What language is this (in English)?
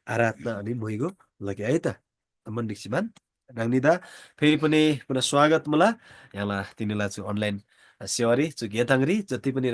Eastern Tamang